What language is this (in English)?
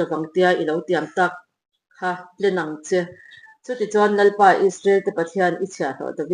Mizo